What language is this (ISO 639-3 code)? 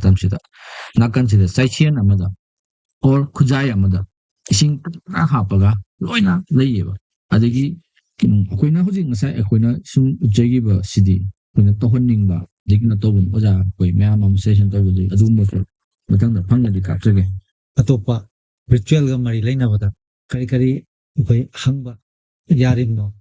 mni